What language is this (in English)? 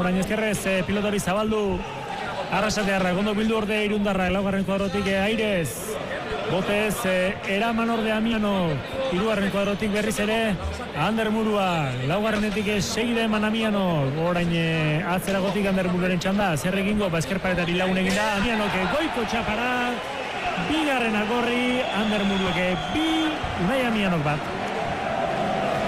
Basque